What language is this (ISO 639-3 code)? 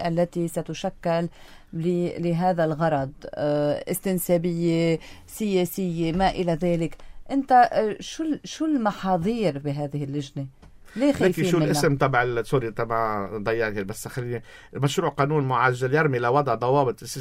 apc